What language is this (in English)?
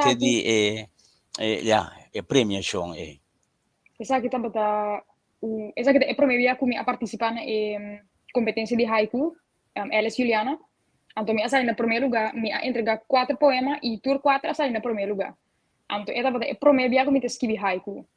Papiamento